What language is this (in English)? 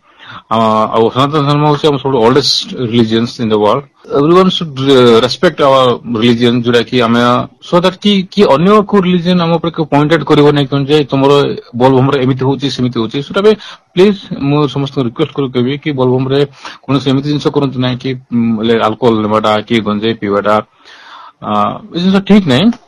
Odia